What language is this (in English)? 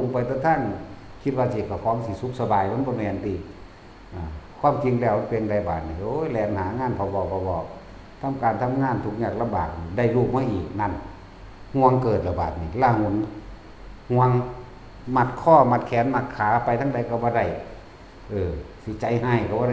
Northeastern Thai